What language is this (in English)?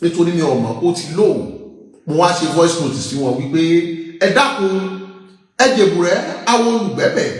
Yoruba